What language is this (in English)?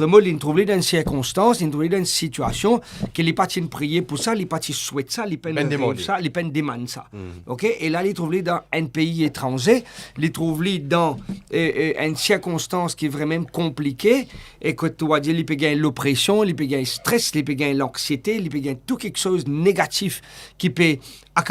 Morisyen